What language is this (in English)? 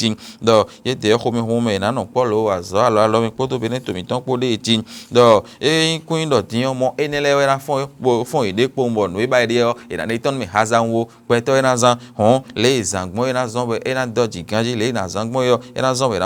Fon